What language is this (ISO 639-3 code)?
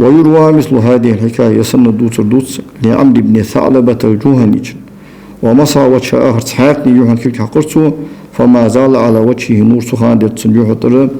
inh